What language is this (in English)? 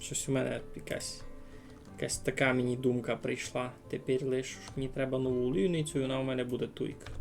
Rusyn